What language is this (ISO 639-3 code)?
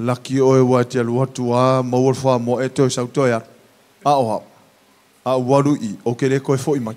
smo